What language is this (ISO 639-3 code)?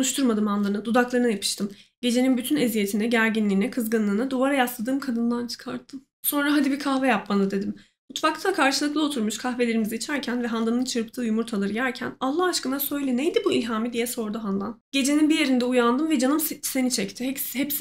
tur